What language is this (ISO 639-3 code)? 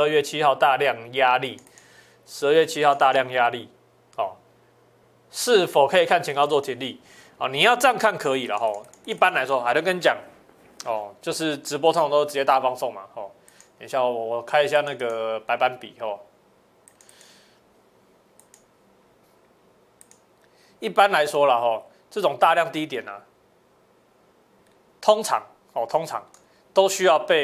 zho